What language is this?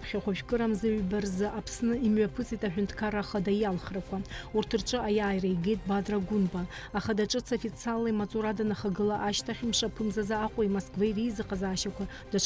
Abkhazian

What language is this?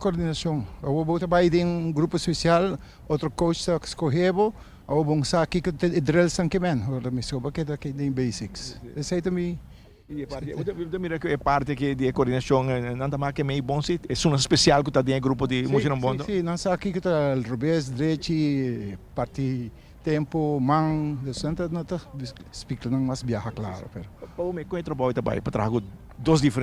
Papiamento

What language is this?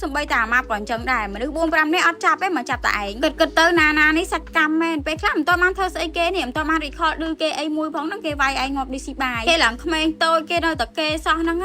Khmer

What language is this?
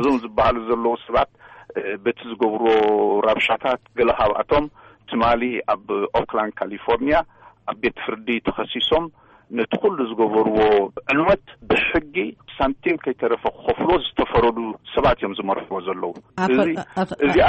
Tigrinya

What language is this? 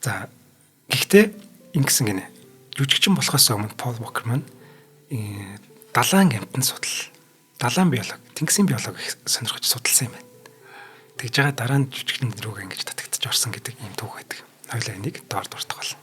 Mongolian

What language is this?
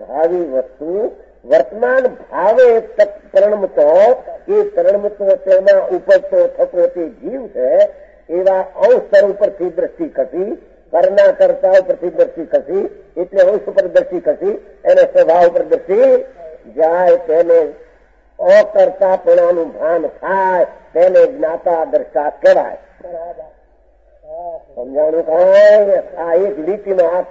Gujarati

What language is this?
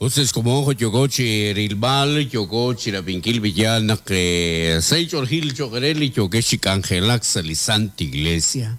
Kekchí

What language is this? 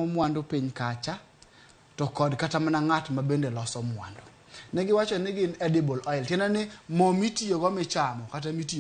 Luo (Kenya and Tanzania)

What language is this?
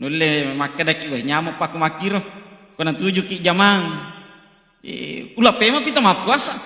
Buginese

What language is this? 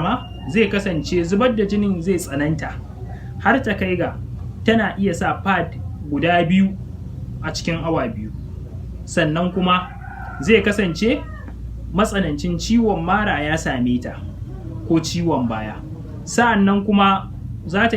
Hausa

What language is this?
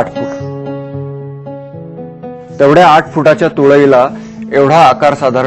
Marathi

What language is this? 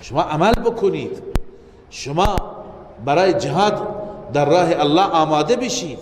Persian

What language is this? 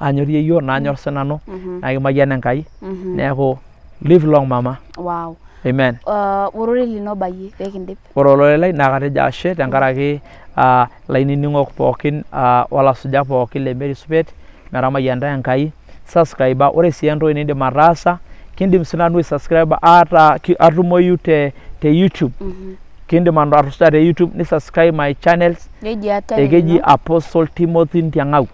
Masai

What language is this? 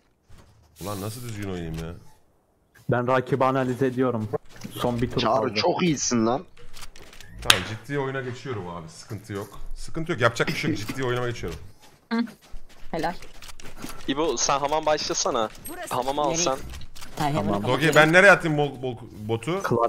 Turkish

